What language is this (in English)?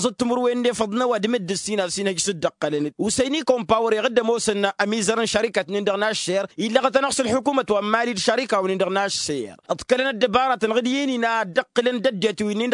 Tamasheq